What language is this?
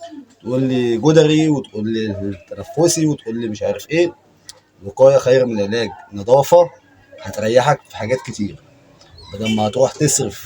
Egyptian Arabic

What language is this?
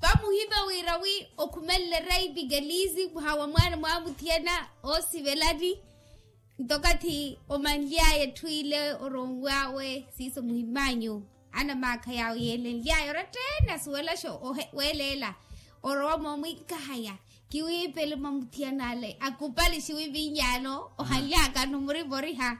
Makhuwa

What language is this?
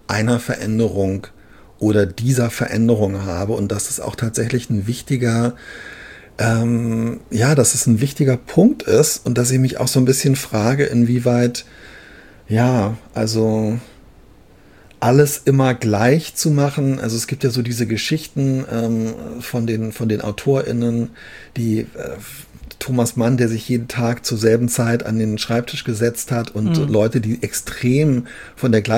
German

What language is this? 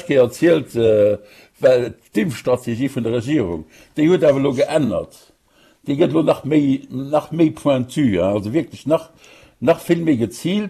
Luxembourgish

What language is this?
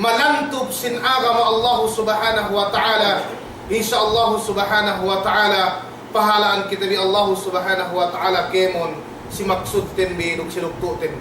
Yakan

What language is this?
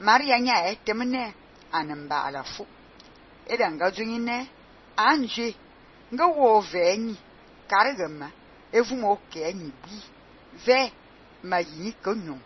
Fang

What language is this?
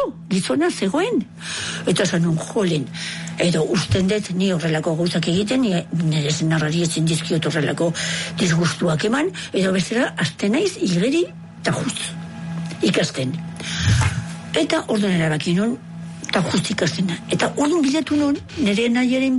Basque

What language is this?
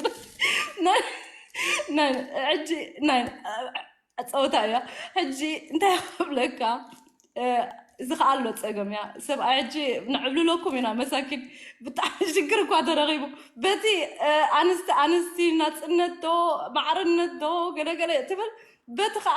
Tigrinya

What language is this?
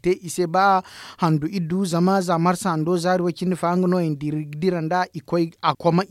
Zarma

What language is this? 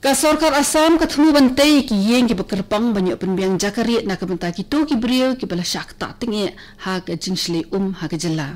Khasi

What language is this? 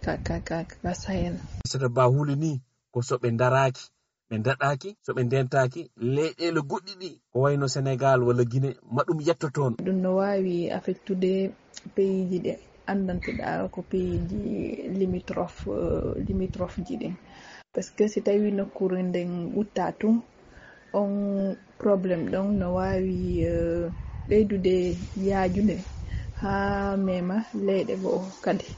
Fula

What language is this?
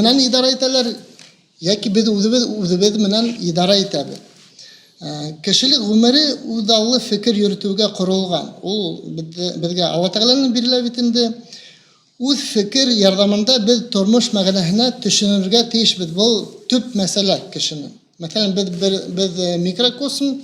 Bashkir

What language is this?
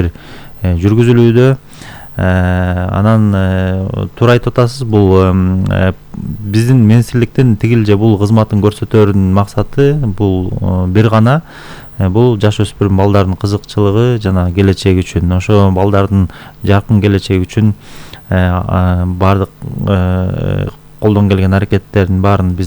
Kyrgyz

